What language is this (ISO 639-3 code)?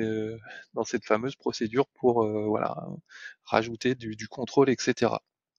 fra